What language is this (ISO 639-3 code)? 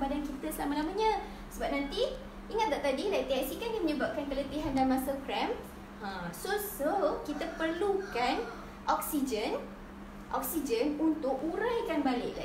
msa